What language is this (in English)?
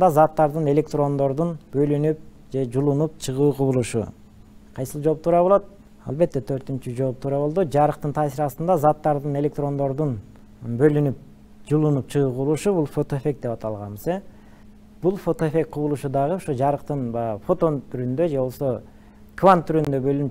Kyrgyz